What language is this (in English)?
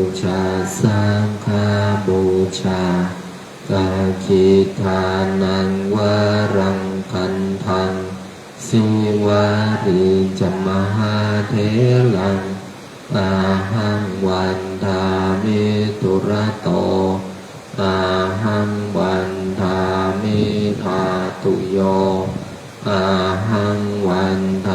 Pali